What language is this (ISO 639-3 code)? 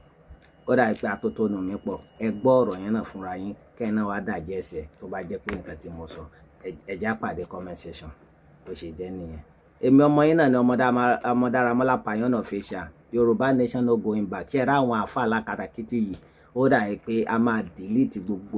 yor